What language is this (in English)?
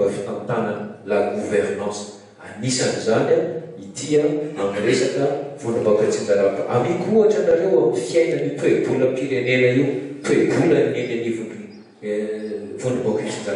Malagasy